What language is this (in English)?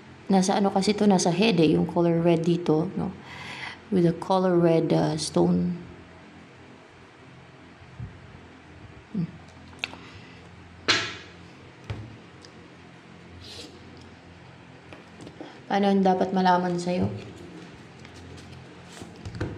Filipino